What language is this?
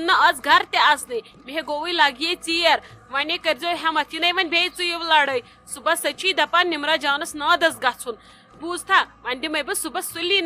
Kashmiri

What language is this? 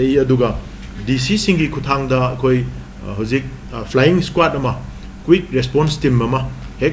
Manipuri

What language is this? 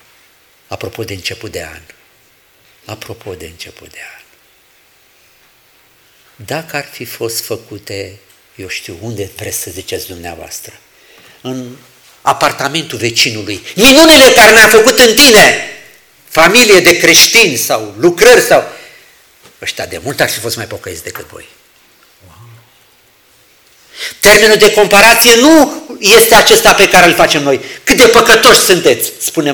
Romanian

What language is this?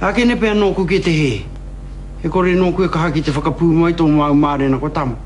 Māori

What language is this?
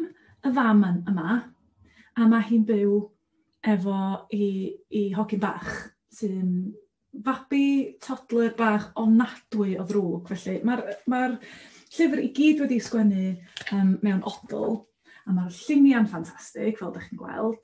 Welsh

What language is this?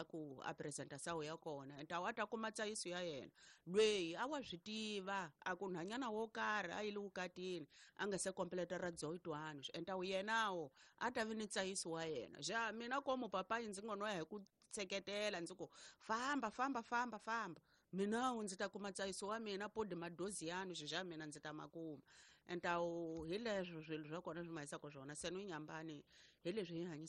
Tsonga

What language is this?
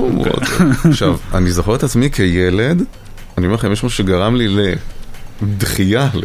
Hebrew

